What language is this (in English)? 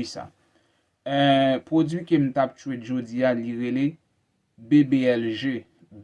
Haitian Creole